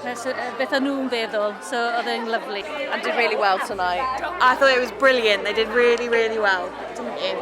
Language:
Welsh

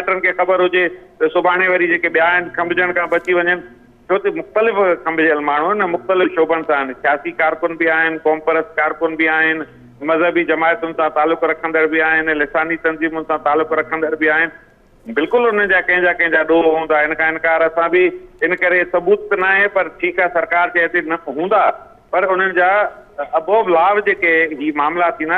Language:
Sindhi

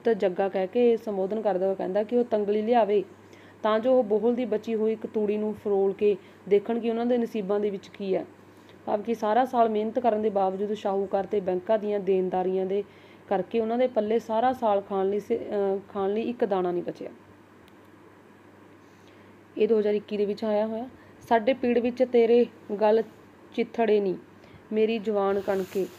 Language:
Punjabi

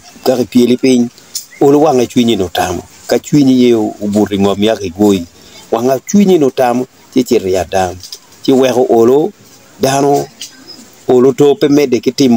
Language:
Acoli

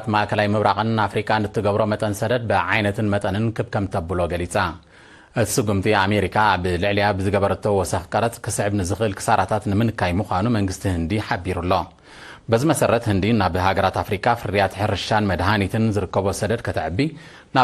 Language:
Tigrinya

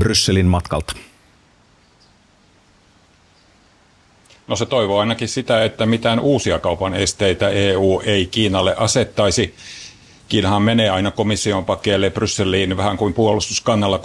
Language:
Finnish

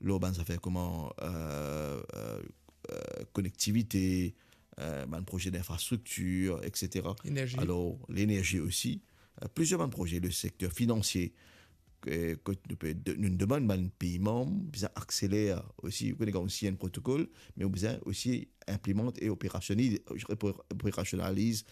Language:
Morisyen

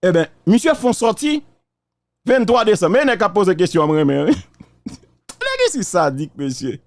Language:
Haitian Creole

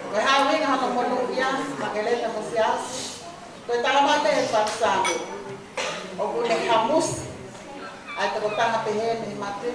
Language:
Tongan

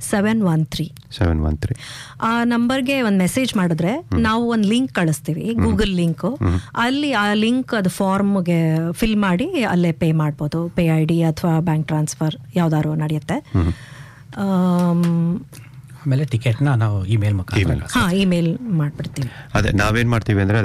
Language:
Kannada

